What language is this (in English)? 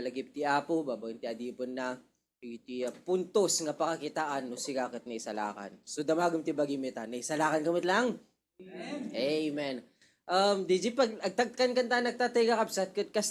Iloko